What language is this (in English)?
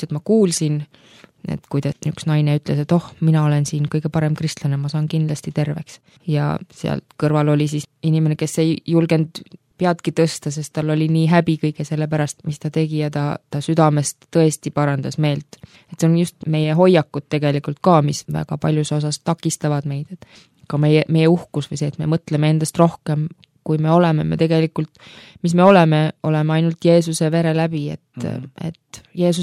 Estonian